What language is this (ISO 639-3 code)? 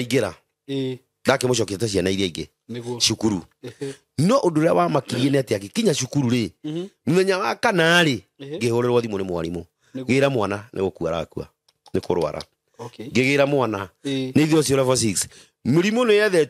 kik